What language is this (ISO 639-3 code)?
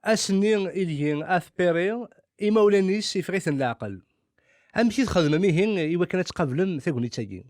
kab